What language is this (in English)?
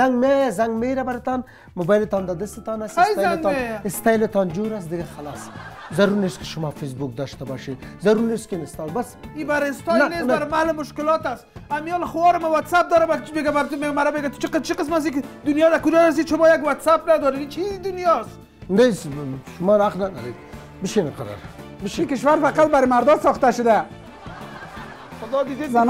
Persian